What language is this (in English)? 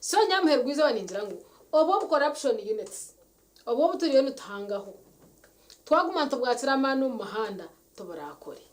Nyankole